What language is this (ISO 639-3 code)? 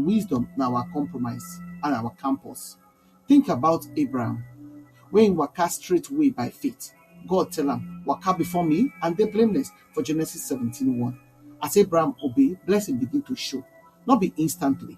pcm